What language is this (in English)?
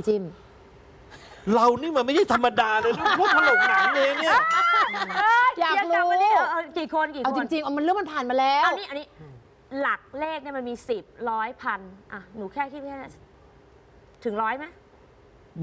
Thai